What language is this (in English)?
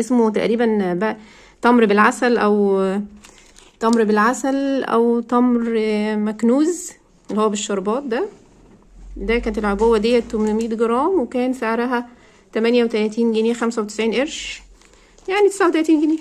Egyptian Arabic